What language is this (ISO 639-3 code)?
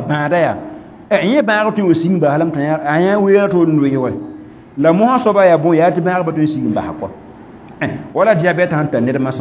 mos